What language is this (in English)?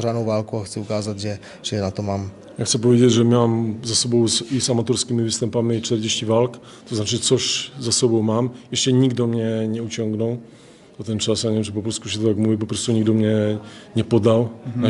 Polish